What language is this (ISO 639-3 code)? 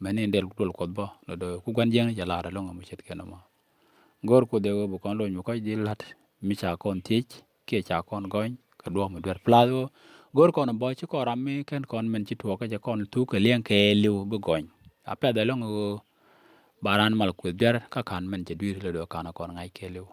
nus